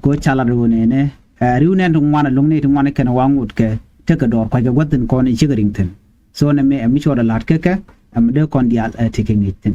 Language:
Nuer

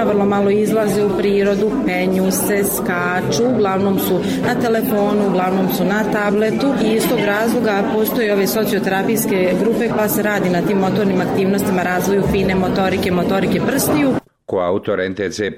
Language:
Croatian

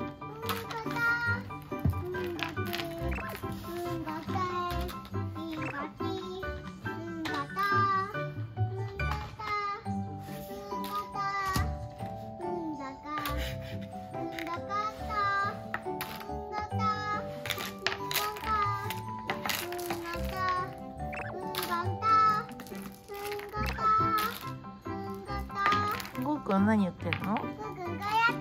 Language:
Japanese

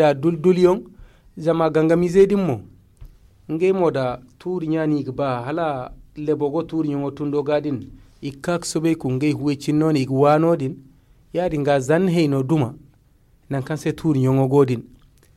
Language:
Zarma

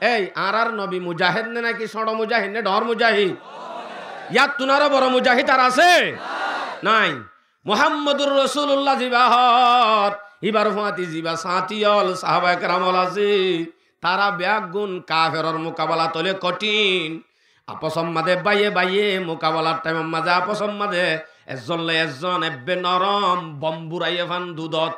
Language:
Rohingya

